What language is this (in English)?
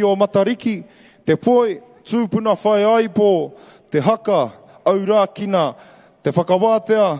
Māori